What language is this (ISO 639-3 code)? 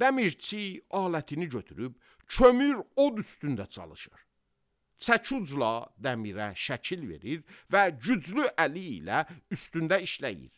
aze